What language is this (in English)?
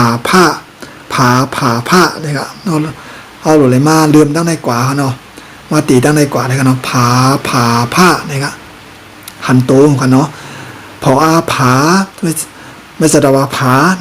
Shan